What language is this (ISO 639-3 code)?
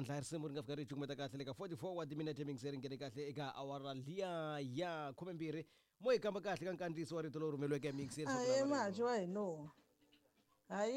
tso